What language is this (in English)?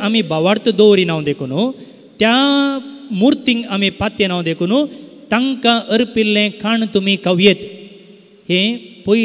Konkani